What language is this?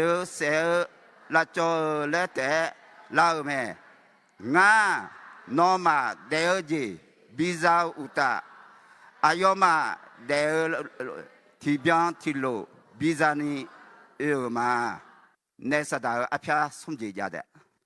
Akha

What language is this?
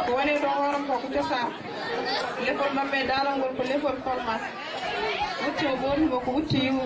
Fula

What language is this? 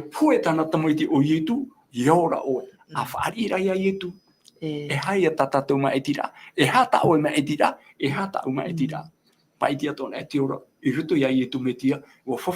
Tahitian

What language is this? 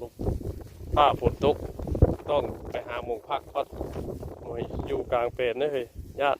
Northeastern Thai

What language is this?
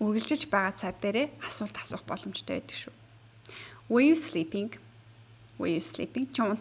Mongolian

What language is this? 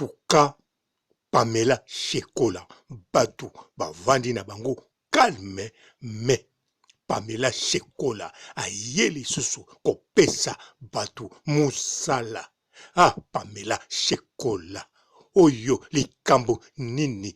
Lingala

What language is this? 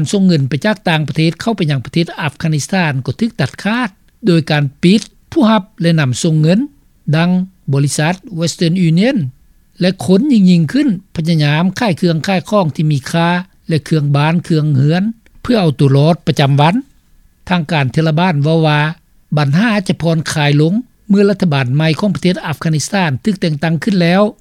Lao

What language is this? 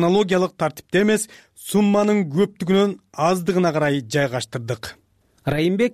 Kyrgyz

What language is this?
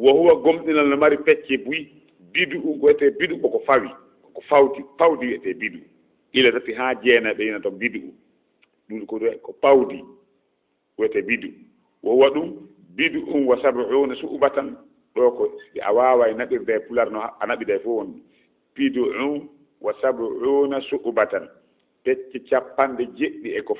Fula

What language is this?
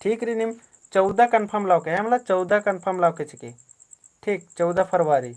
Kurukh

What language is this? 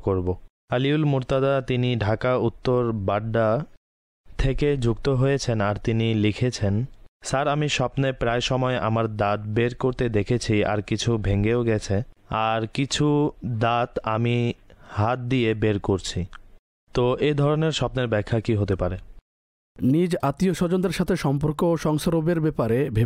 Bangla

